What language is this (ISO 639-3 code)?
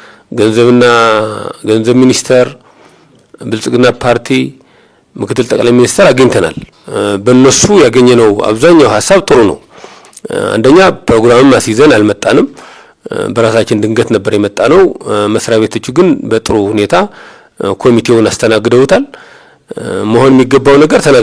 amh